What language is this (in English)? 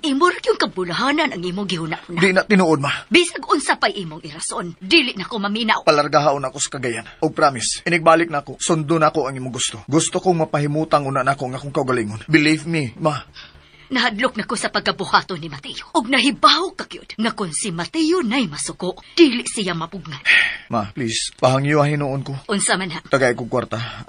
Cebuano